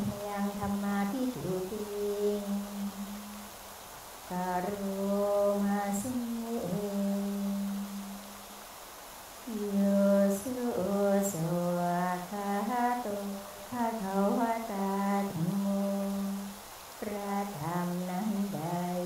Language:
Thai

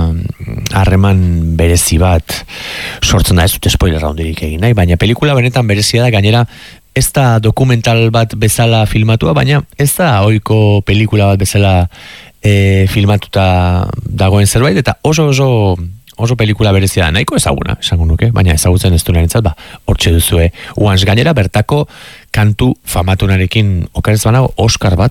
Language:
Basque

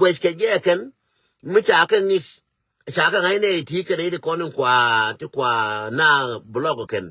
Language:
Nuer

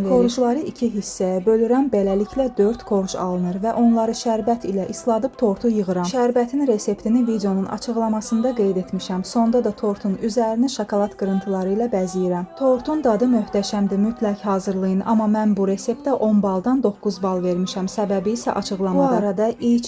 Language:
Azerbaijani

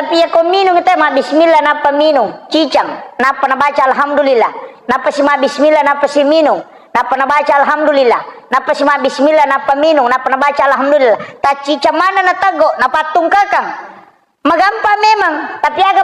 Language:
Buginese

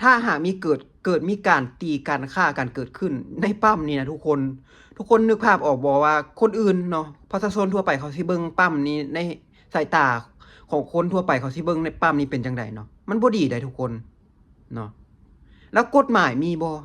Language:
Lao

